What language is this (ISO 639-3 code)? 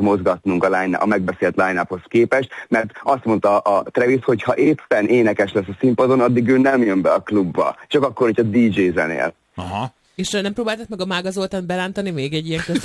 hun